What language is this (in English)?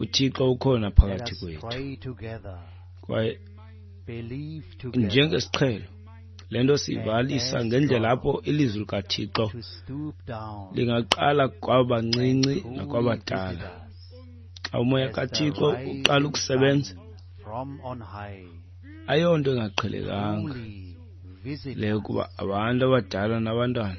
Xhosa